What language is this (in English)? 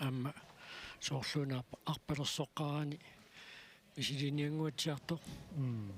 Kalaallisut